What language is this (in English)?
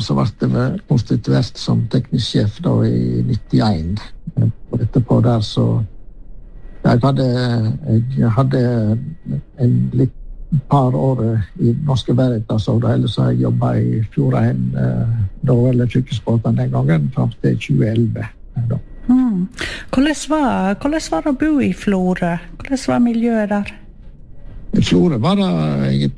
Norwegian